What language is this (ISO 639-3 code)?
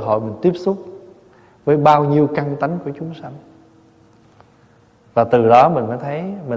vie